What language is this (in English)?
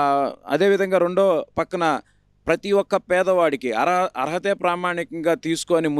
Telugu